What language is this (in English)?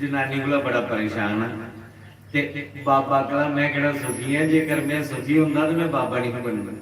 Dogri